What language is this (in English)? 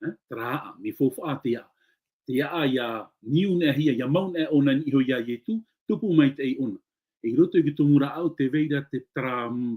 Tahitian